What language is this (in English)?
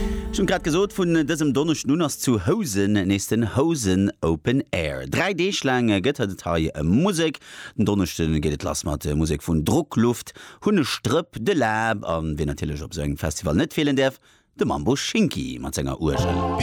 Luxembourgish